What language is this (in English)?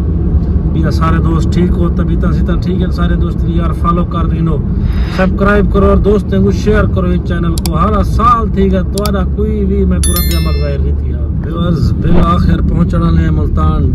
Saraiki